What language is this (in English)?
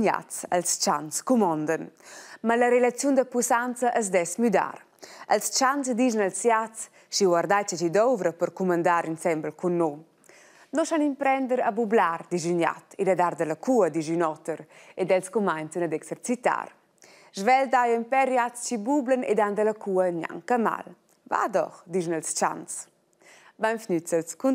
Romansh